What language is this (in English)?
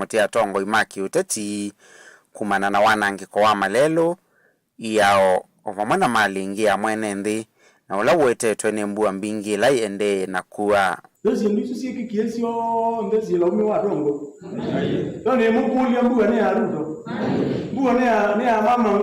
Kamba